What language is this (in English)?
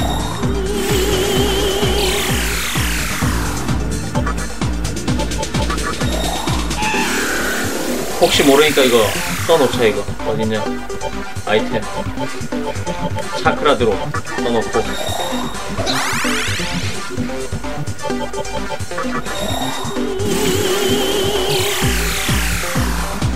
Korean